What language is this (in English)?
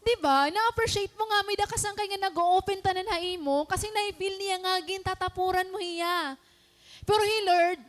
Waray